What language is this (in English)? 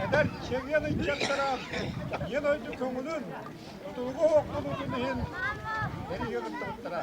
Yakut